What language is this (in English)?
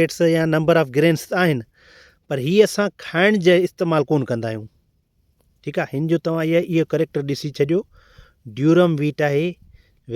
Sindhi